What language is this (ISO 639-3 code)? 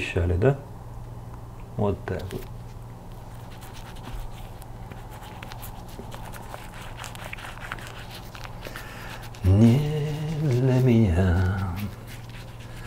rus